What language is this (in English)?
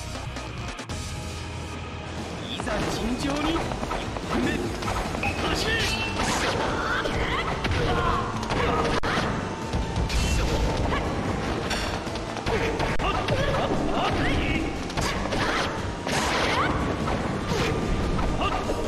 Japanese